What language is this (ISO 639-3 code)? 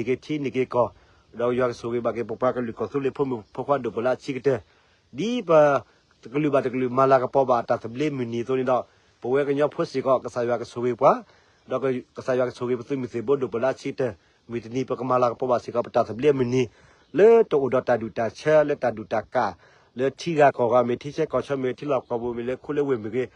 ksw